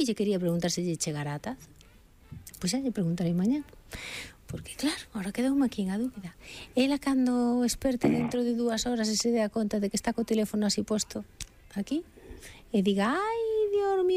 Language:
Galician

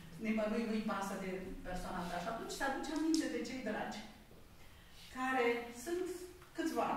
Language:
Romanian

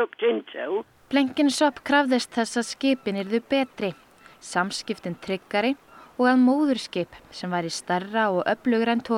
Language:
Icelandic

